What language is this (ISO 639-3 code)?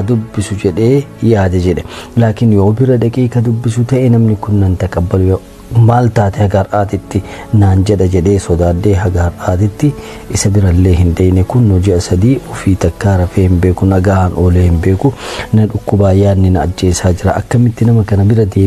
orm